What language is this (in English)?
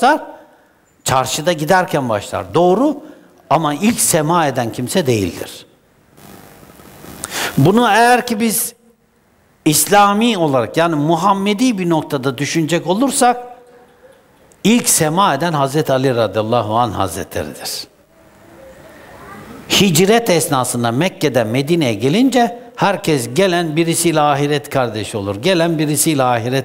Turkish